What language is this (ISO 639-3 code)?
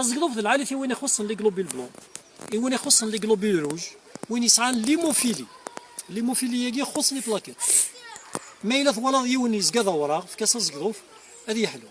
kab